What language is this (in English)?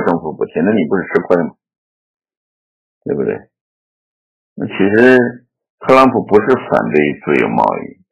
Chinese